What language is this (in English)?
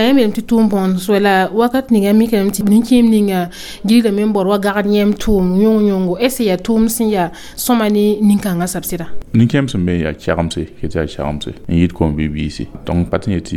Mossi